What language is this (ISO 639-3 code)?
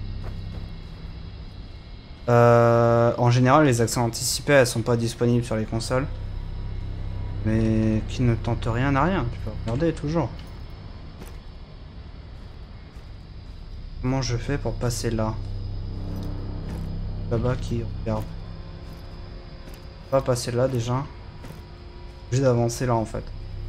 fra